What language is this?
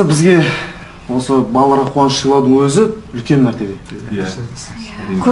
Kazakh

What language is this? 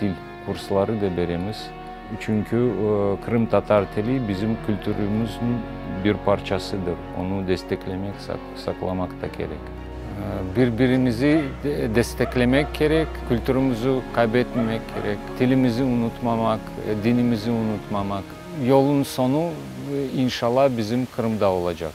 Crimean Tatar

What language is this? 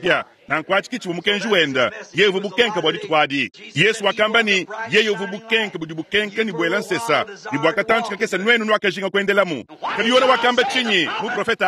Luba-Lulua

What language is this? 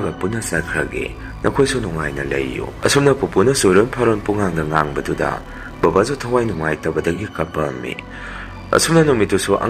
Manipuri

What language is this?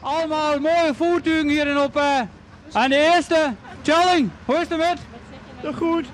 Western Frisian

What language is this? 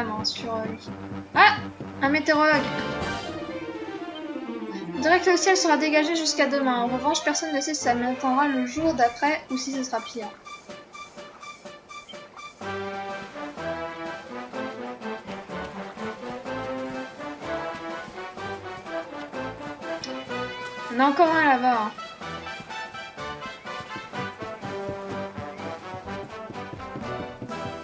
French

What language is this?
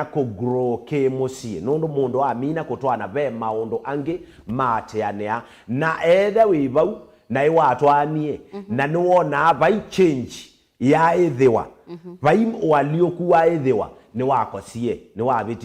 Kamba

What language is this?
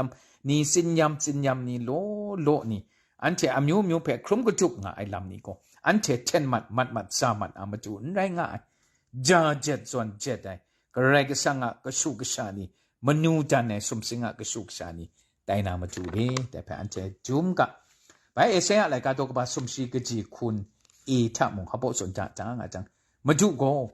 Kachin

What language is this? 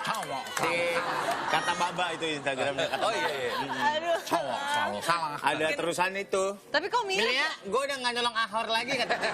Betawi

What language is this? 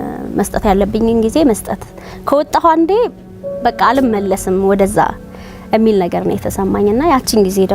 Amharic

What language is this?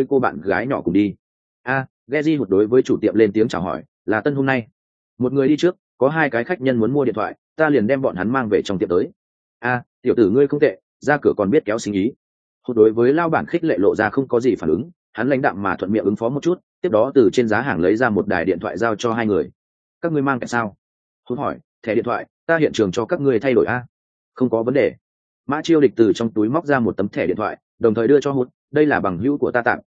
Vietnamese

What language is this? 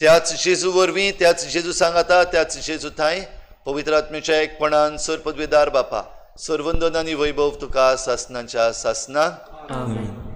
Konkani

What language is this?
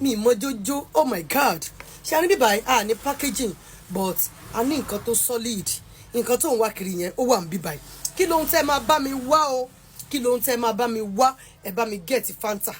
Yoruba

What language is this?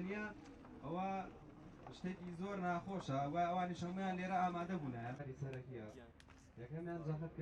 Central Kurdish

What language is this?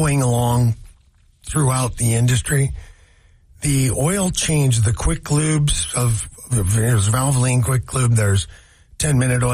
English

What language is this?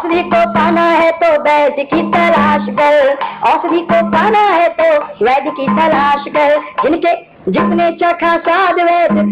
Hindi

